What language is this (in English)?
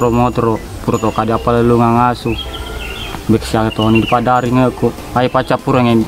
Buginese